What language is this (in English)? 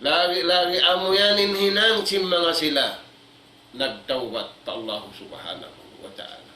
Tausug